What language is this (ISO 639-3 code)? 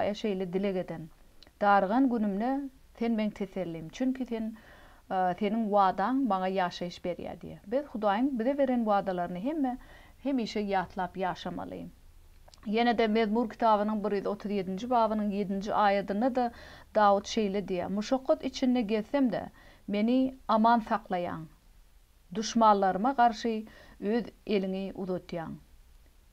tuk